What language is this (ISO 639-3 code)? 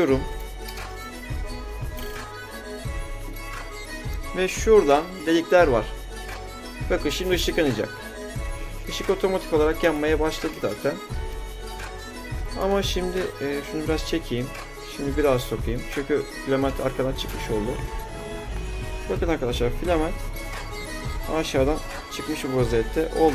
tur